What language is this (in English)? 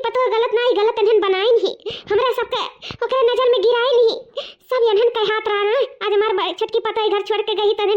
Awadhi